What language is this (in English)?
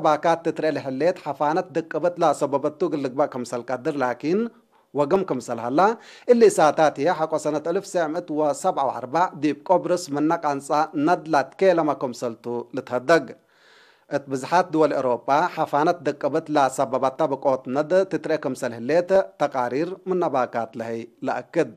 Tigre